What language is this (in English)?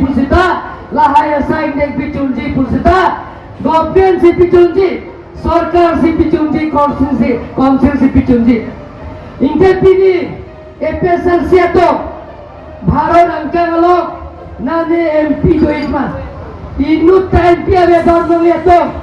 Karbi